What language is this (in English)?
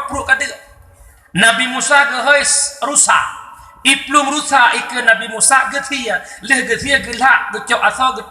Achinese